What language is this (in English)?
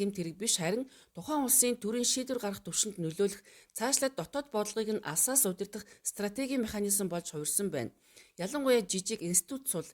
Mongolian